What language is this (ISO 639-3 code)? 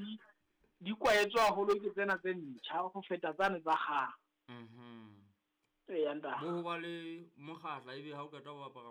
sot